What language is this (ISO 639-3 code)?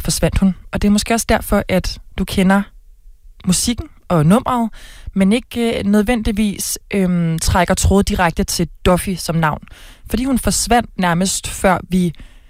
dan